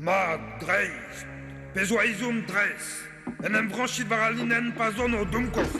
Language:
Breton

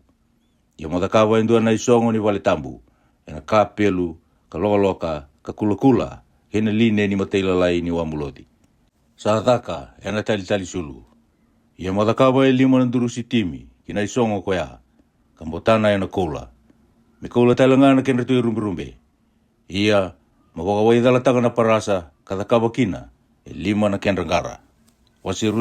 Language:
Fijian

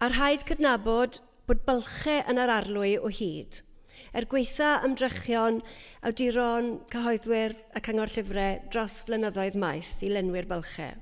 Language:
Welsh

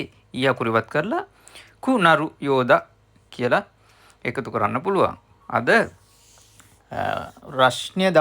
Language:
Sinhala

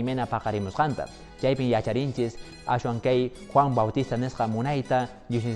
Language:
Quechua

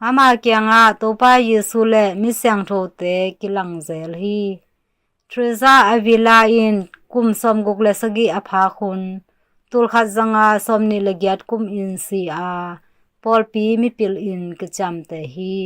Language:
Tedim Chin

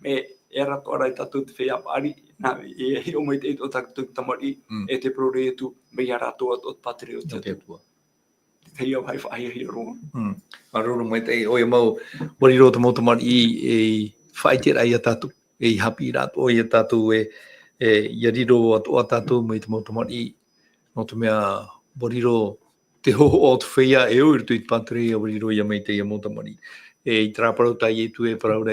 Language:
Tahitian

